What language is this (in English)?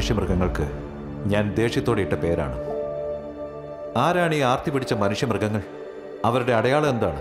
Malayalam